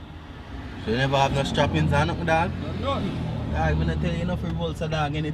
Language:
Jamaican Creole English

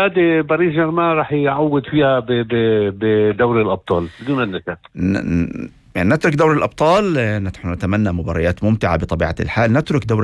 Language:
North Levantine Arabic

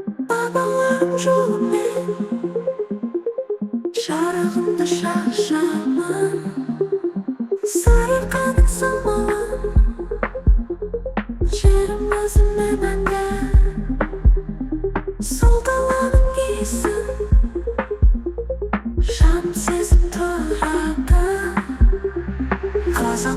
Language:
Kazakh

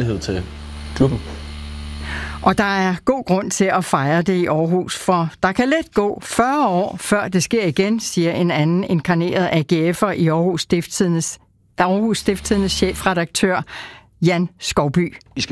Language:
Danish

